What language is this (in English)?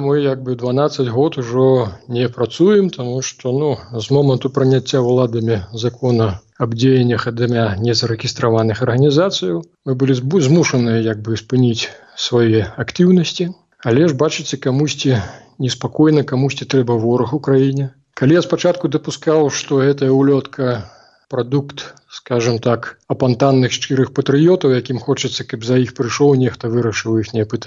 Belarusian